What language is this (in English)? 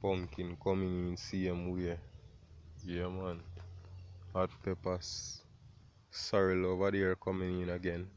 Jamaican Creole English